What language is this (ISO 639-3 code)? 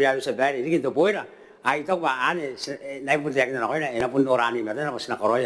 gil